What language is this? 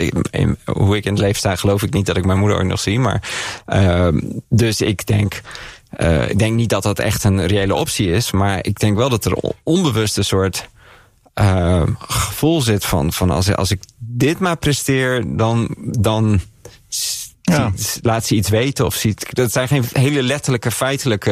Dutch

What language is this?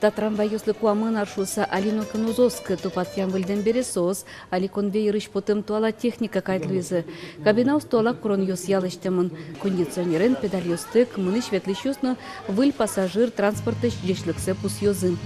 Udmurt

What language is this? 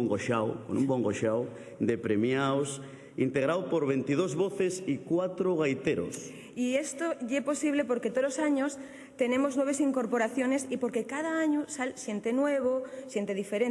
Asturian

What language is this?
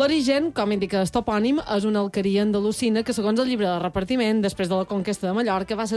Catalan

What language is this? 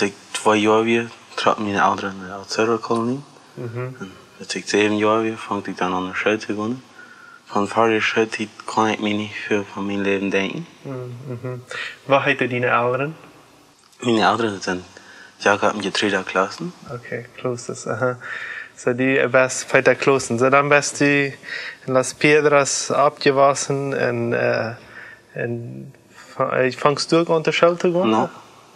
Plautdietsch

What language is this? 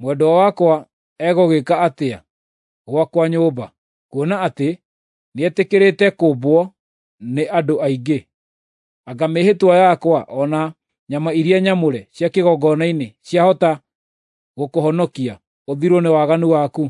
Kikuyu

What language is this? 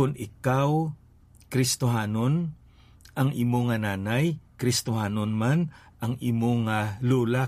Hiligaynon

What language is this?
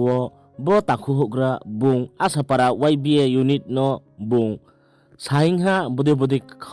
Riang (India)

